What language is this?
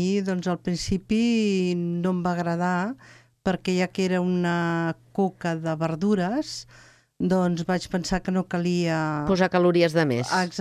Catalan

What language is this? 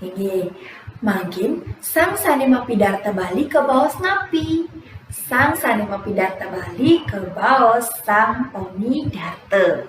Balinese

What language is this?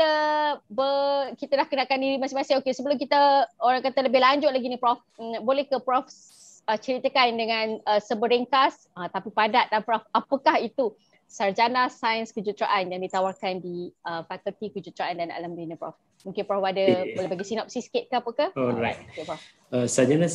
Malay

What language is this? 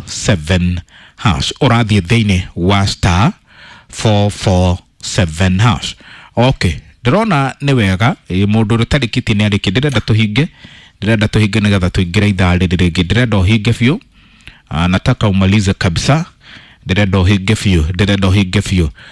Kikuyu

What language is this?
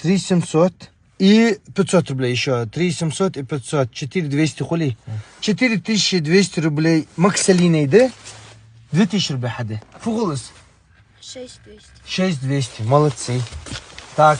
Ingush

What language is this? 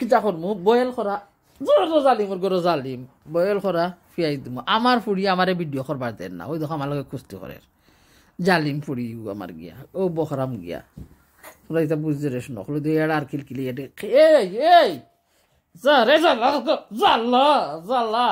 Sylheti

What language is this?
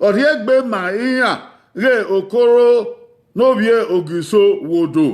Bini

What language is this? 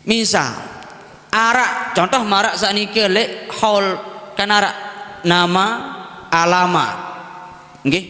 Sasak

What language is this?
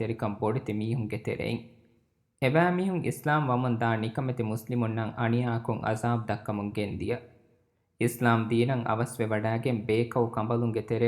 Divehi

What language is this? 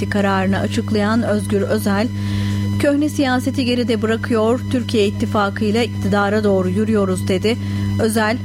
Turkish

